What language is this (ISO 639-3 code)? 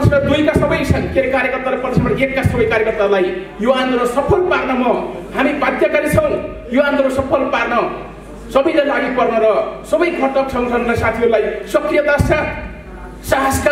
nep